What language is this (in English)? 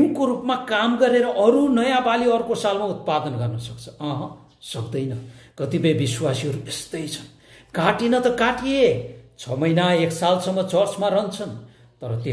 Nepali